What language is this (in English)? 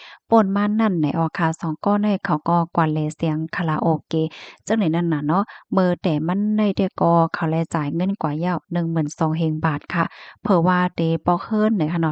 Shan